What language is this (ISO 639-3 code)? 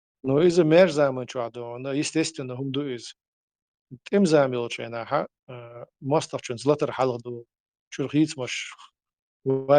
che